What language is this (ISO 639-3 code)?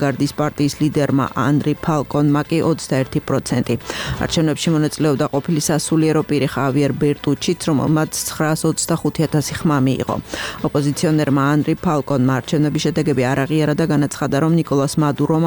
kat